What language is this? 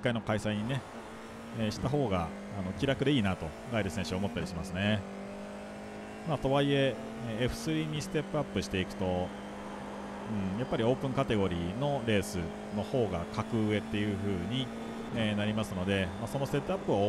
Japanese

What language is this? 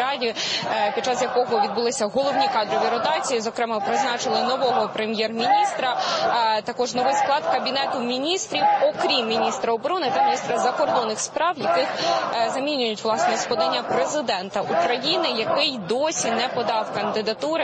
Ukrainian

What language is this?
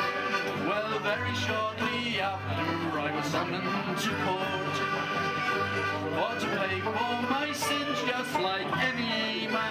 English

